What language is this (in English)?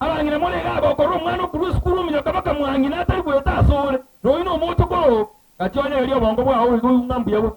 Gusii